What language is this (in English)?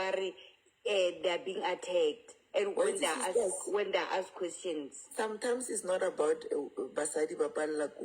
Southern Sotho